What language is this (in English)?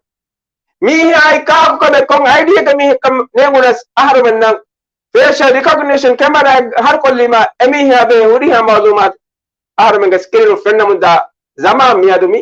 Divehi